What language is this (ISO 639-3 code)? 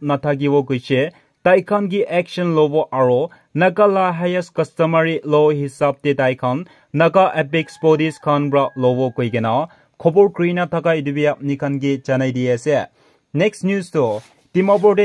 nag